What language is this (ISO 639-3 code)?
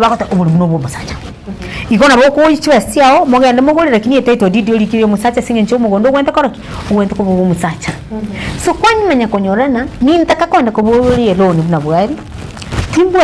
guz